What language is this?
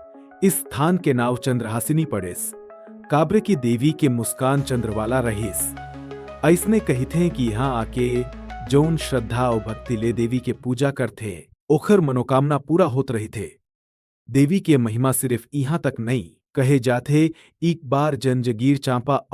Chhattisgarhi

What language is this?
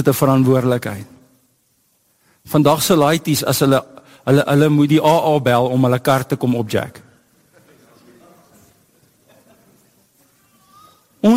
Afrikaans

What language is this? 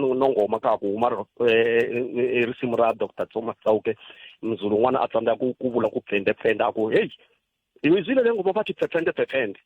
Tsonga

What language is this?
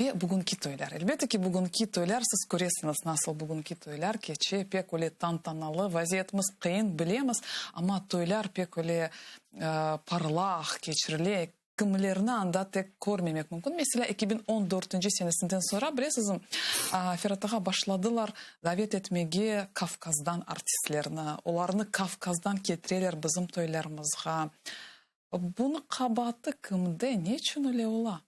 Crimean Tatar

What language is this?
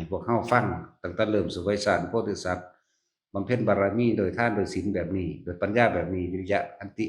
Northeastern Thai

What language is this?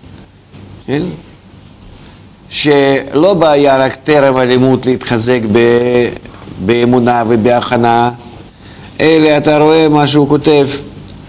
Hebrew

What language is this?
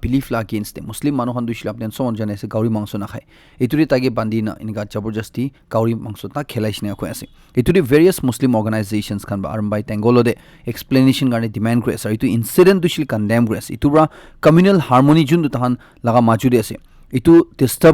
Naga Pidgin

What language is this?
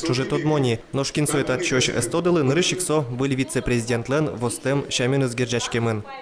Udmurt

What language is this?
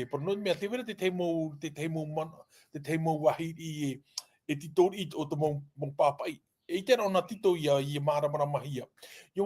Tahitian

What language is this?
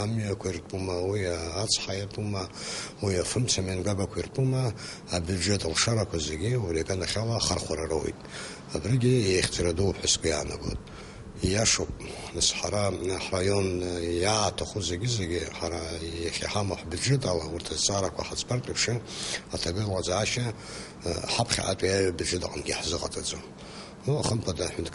Abkhazian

